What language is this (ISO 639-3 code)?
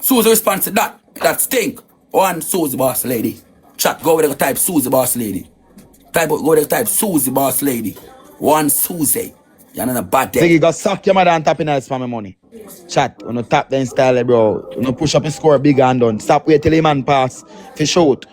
jam